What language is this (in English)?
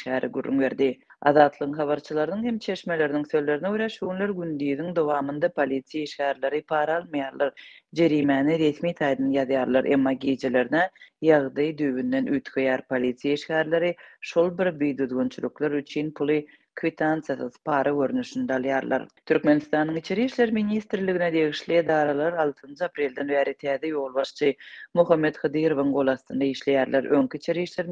Turkmen